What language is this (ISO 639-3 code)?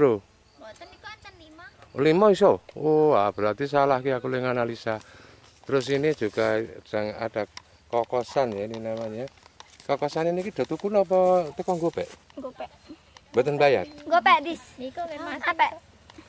jav